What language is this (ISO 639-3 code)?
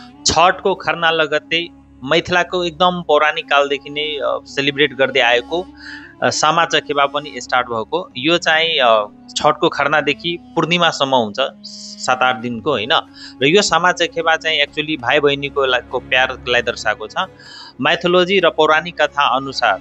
nep